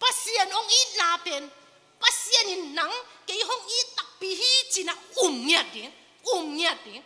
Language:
Tedim Chin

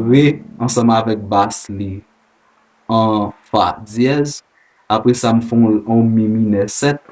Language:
Haitian Creole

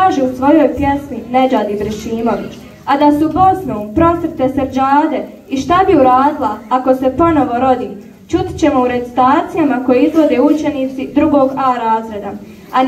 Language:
Bosnian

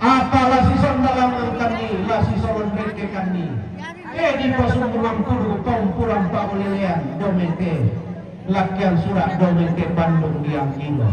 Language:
Toraja-Sa'dan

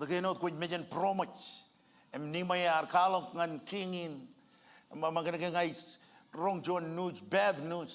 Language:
Marshallese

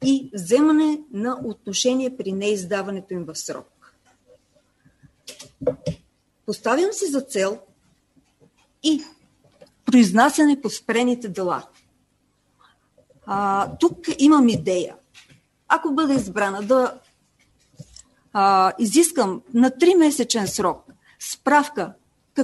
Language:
Bulgarian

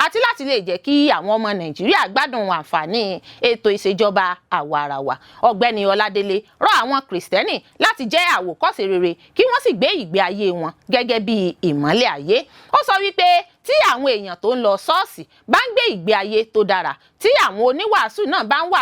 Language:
Yoruba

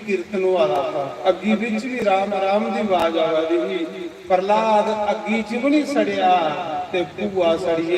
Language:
Dogri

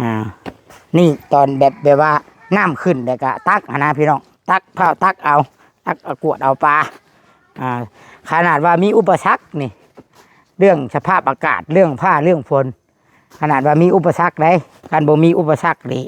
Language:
Northeastern Thai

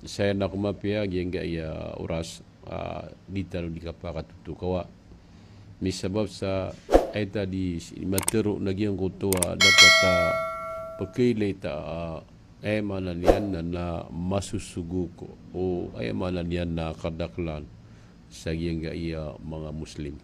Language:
Maranao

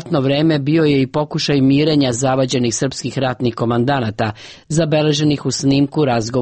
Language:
Serbian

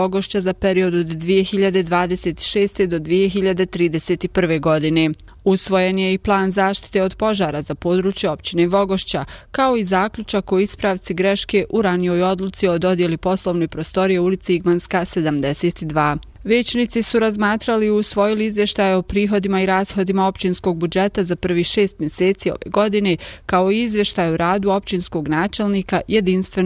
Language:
Bosnian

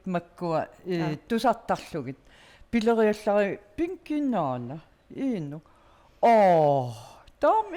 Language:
Kalaallisut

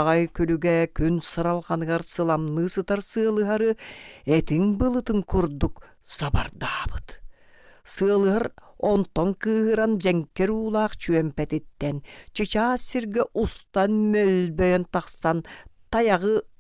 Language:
Yakut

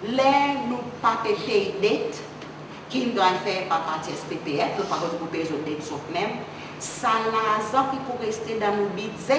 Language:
Seselwa Creole French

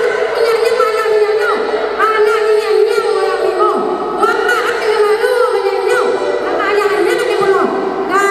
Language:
Minangkabau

